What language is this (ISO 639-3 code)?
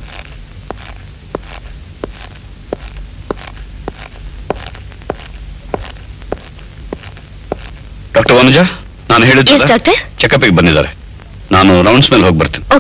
kan